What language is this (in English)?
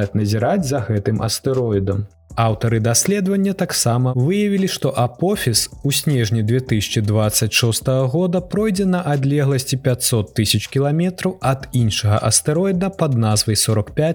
Belarusian